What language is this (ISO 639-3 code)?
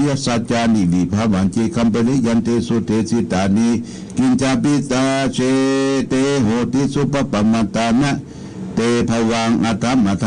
pli